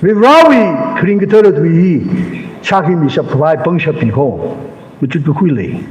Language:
Tangkhul Naga (India)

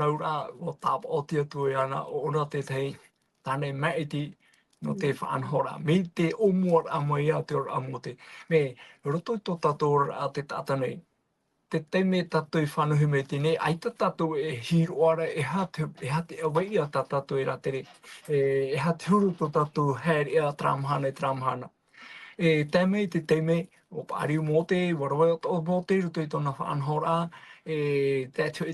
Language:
Tahitian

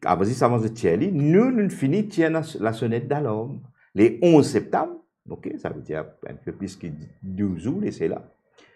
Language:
Morisyen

